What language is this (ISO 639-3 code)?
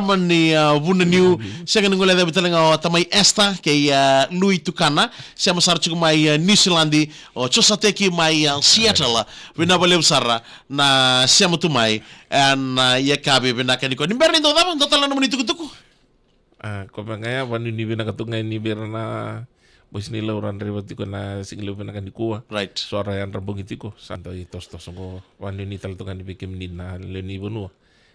fij